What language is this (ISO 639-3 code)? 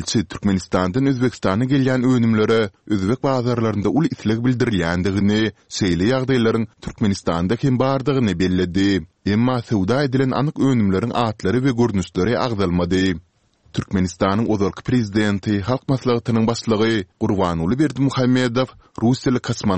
tuk